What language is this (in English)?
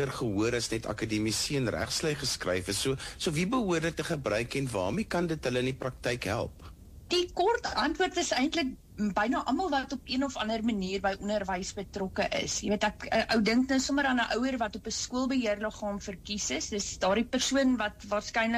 Afrikaans